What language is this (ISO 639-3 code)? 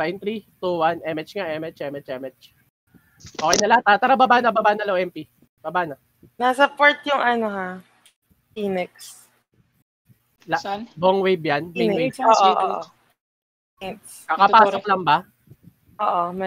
fil